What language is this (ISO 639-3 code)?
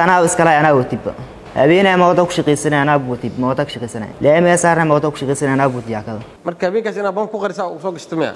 som